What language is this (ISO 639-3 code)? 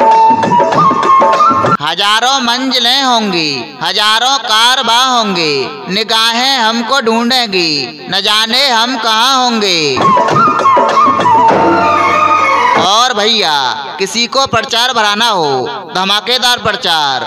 hin